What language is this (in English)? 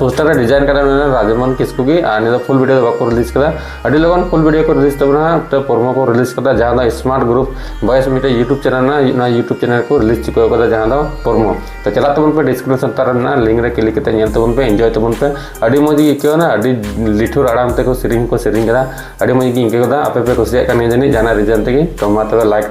Santali